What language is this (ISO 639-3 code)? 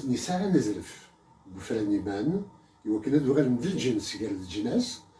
kab